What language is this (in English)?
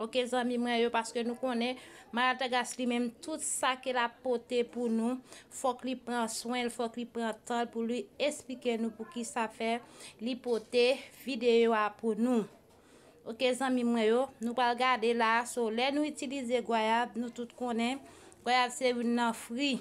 Haitian Creole